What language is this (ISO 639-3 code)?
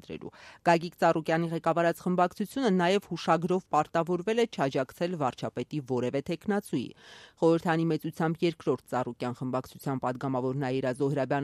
hye